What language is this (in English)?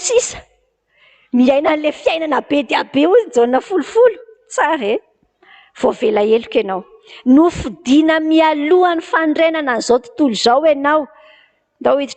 Malagasy